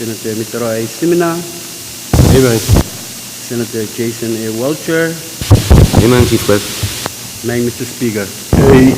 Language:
Pohnpeian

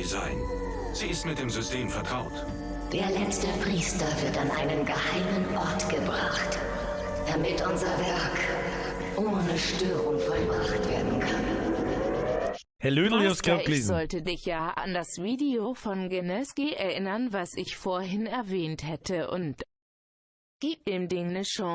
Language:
Bavarian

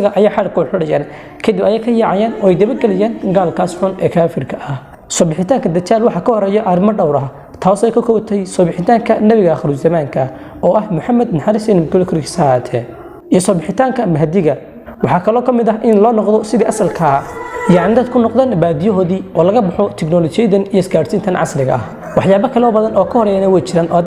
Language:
Somali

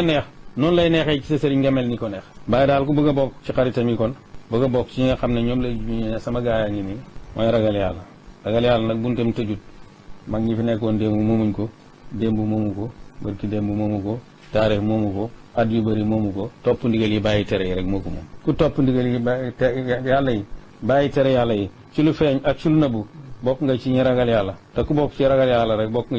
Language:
Wolof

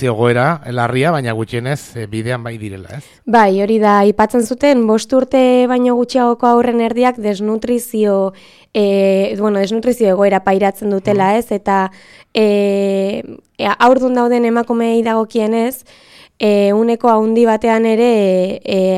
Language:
Basque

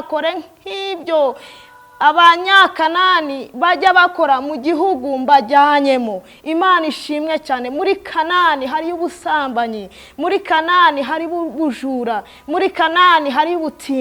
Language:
Kinyarwanda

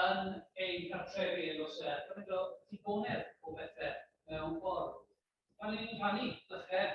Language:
Welsh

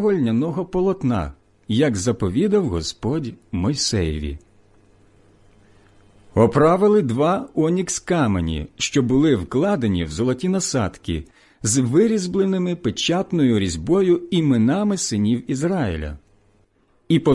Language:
Ukrainian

